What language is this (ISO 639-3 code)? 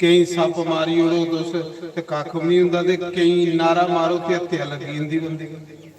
doi